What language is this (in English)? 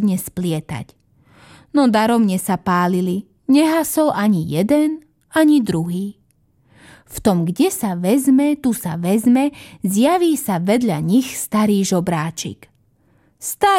Slovak